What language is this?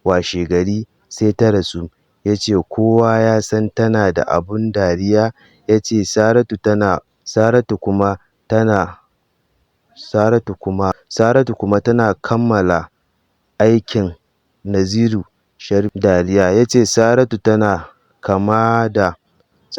Hausa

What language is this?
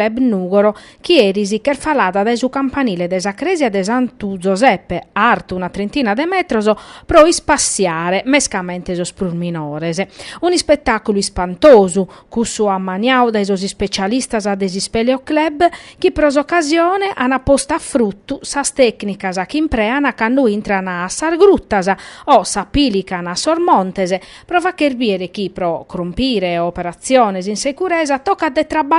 Sardinian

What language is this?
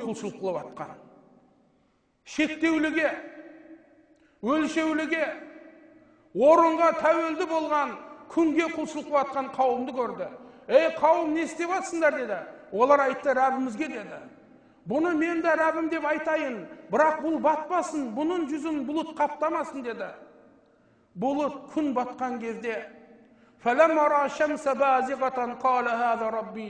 Kazakh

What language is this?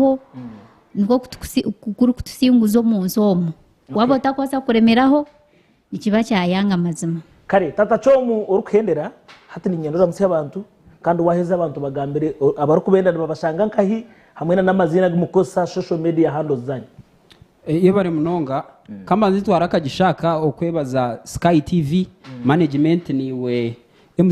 Nyankole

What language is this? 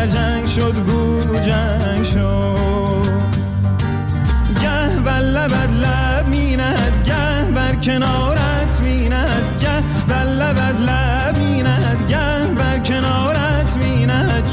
Persian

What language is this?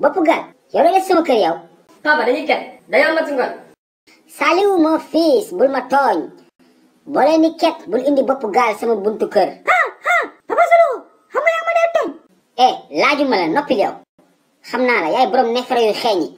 Wolof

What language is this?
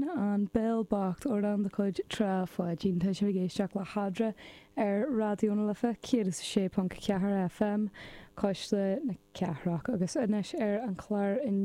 Irish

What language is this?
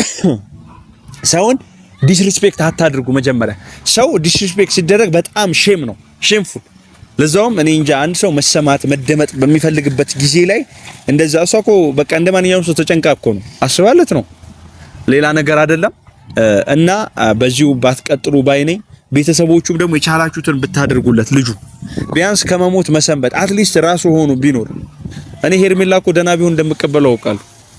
Amharic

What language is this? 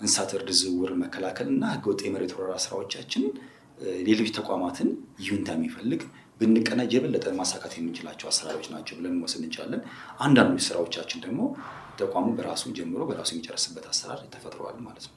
Amharic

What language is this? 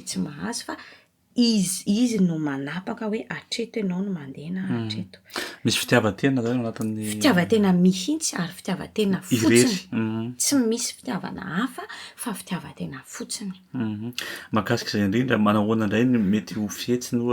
Malagasy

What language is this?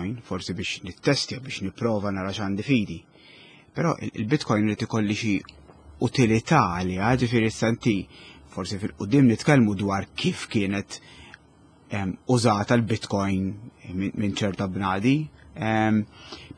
Maltese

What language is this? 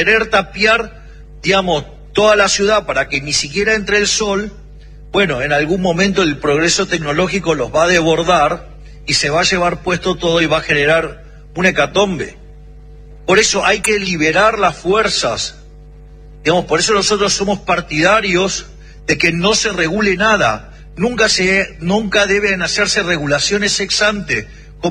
Spanish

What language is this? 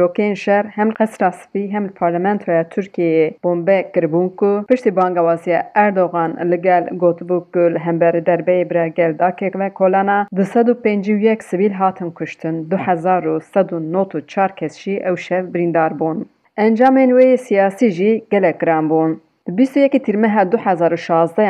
Kurdish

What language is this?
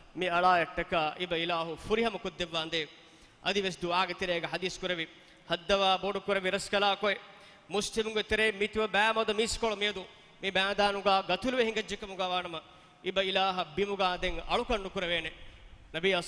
Divehi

